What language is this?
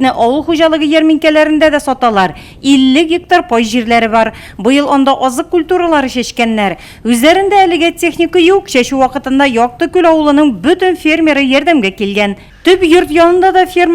Tatar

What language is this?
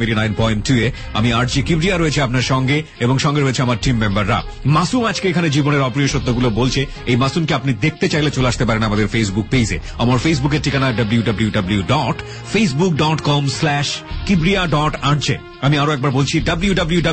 Bangla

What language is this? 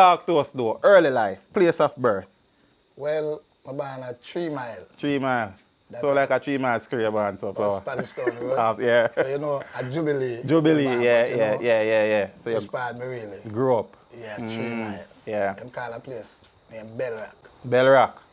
Jamaican Creole English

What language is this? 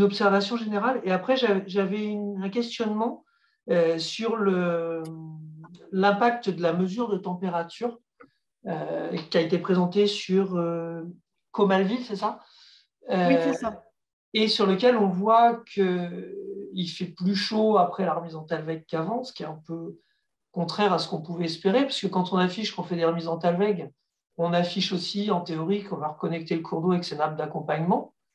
French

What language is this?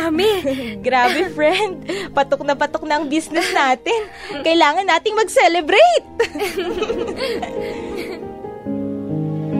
Filipino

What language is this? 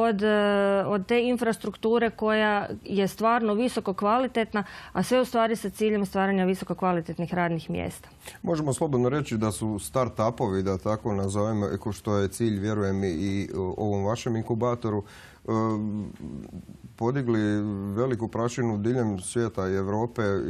Croatian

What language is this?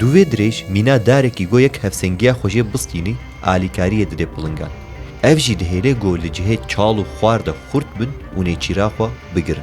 Kurdish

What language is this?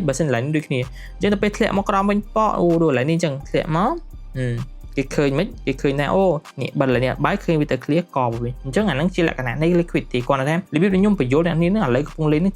Khmer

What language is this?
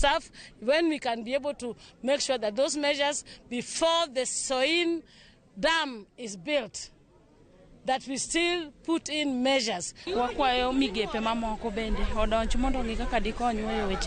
Luo (Kenya and Tanzania)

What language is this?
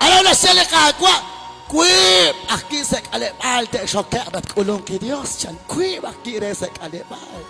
Kekchí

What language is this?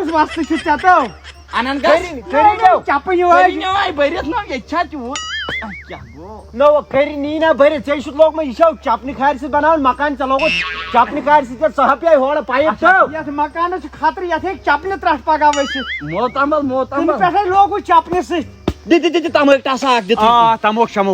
Kashmiri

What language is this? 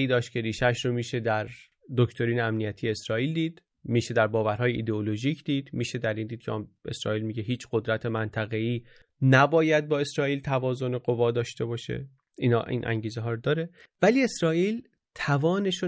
Persian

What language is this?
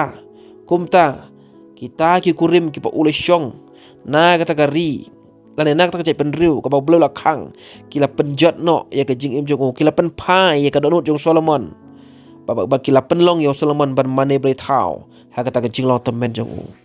Khasi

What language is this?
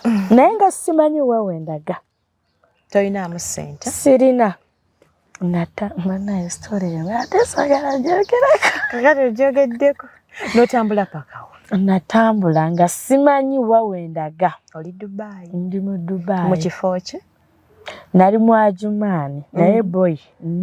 Ganda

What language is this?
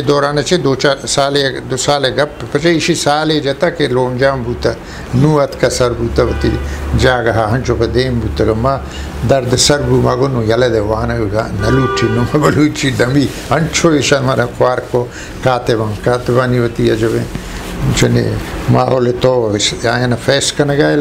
Eastern Balochi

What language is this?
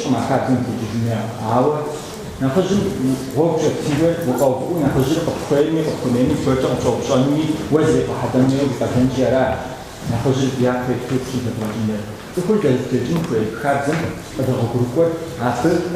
Kabardian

